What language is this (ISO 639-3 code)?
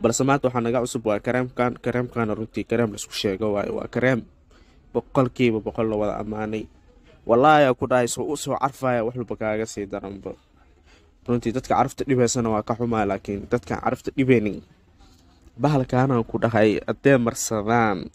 som